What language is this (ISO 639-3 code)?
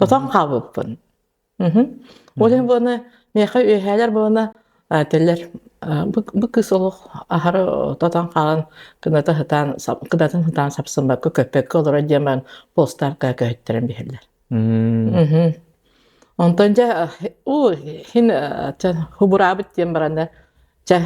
sah